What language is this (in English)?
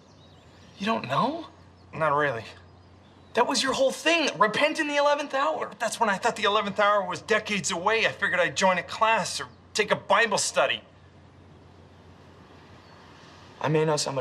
English